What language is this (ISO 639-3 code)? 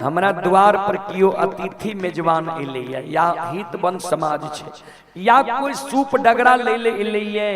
mai